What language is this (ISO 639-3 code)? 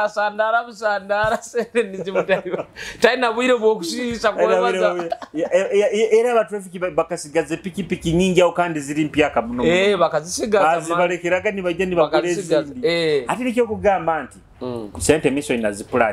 nyo